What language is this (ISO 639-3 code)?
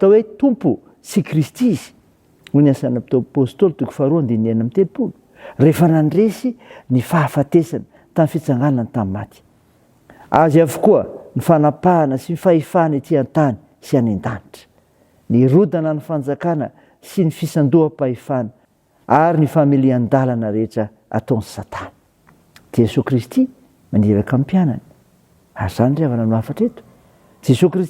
mlg